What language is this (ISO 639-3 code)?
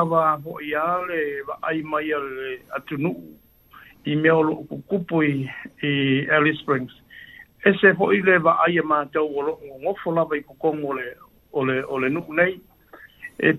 smo